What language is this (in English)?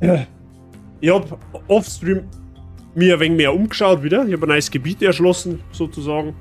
Bavarian